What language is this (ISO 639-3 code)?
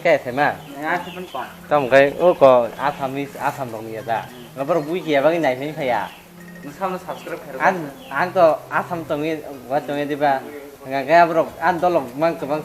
trp